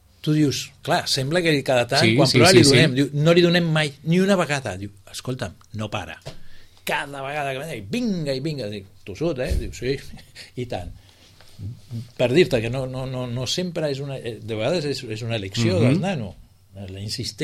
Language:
Catalan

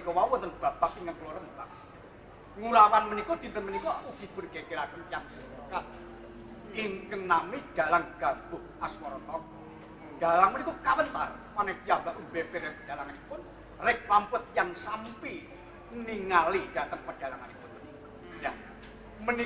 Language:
Javanese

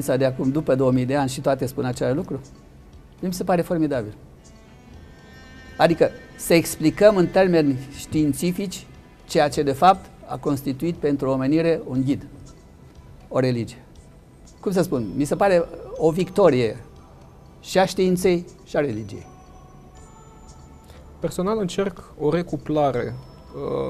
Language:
Romanian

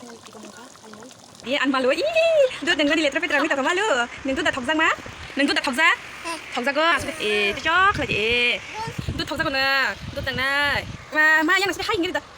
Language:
Kok Borok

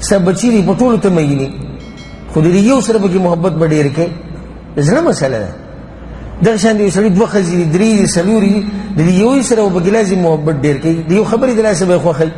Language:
Pashto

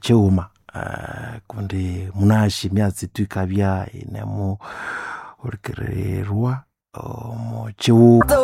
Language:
Nande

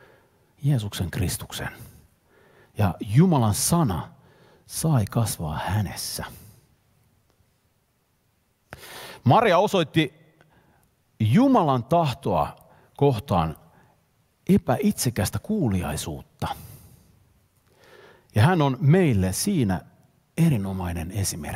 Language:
Finnish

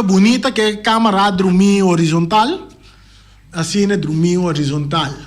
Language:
Papiamento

